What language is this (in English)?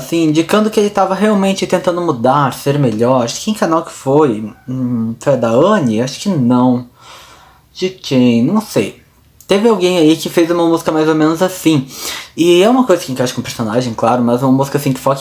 Portuguese